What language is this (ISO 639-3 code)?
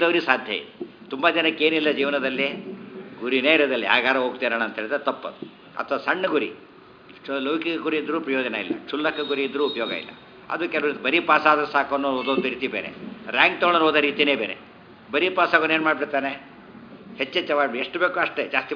kan